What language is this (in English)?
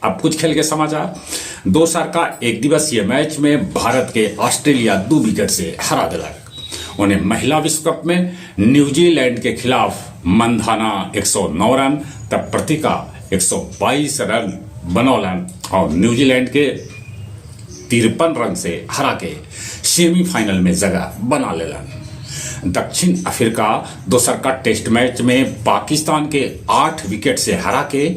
Magahi